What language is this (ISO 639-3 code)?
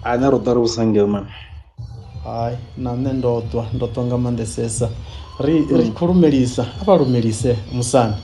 ven